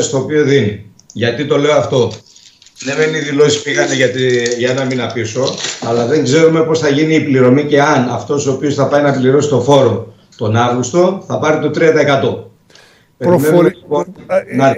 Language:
Greek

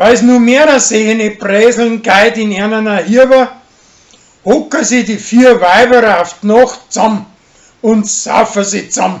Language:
Bavarian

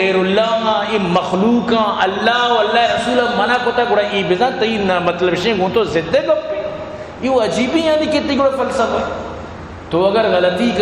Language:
Eastern Balochi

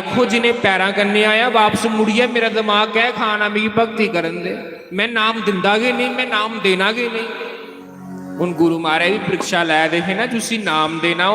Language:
Dogri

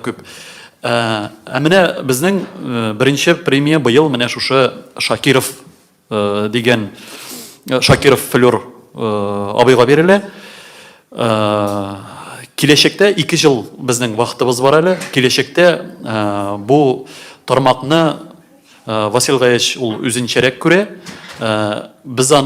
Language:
Tatar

